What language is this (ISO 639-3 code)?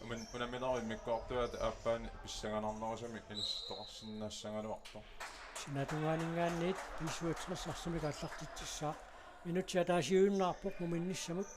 kal